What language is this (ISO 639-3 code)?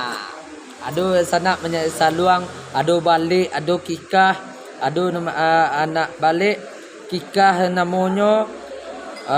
min